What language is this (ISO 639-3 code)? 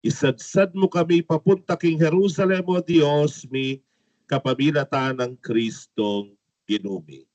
pam